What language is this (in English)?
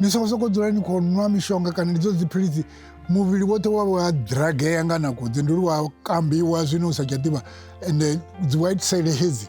Venda